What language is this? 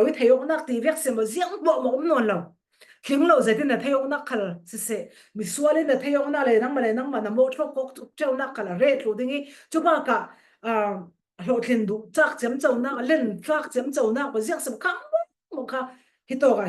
Falam Chin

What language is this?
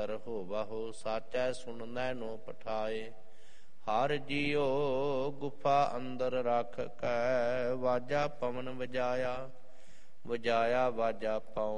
Punjabi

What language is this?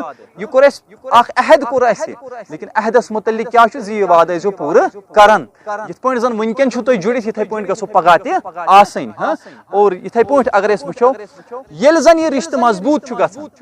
Kashmiri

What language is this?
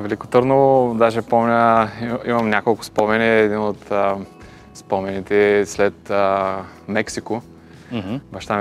Bulgarian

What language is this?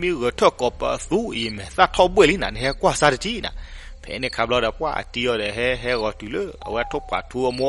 S'gaw Karen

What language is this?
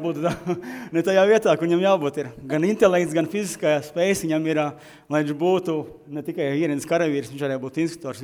Latvian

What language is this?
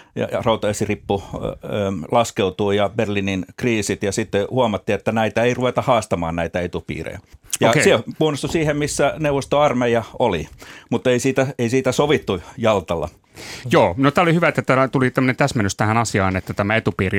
Finnish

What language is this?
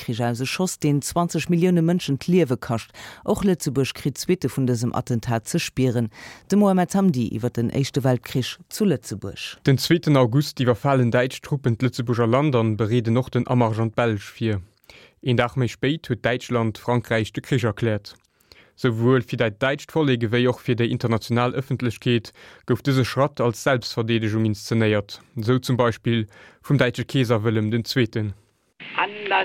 Luxembourgish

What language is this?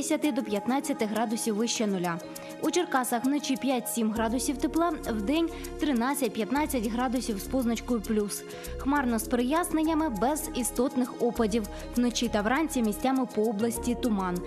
Ukrainian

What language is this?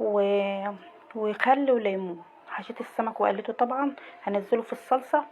Egyptian Arabic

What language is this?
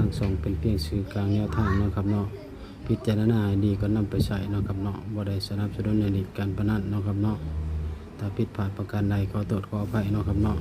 Northeastern Thai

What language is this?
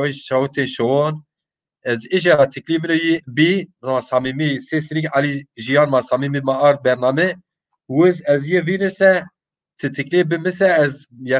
Zaza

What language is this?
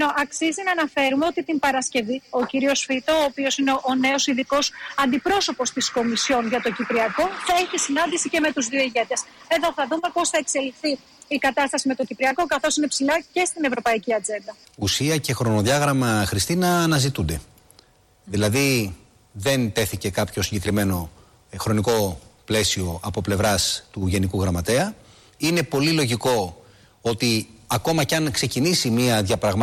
Greek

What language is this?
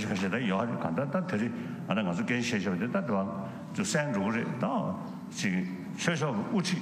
Tibetan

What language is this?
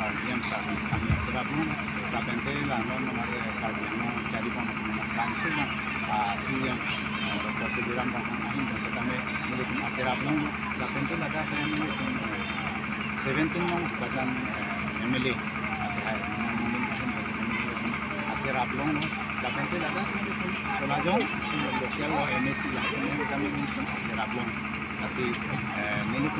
Karbi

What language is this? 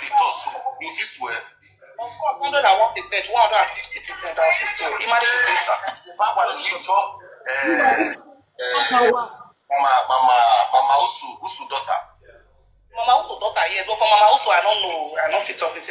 Nigerian Pidgin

